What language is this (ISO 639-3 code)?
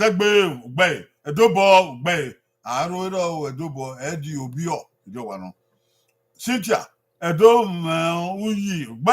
bin